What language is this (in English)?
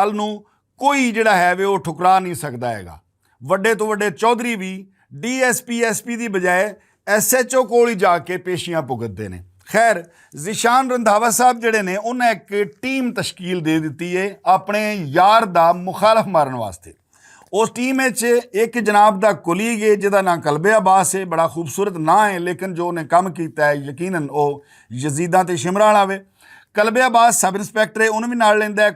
Western Panjabi